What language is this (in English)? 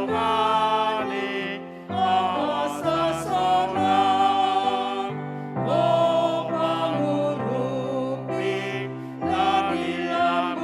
Batak Toba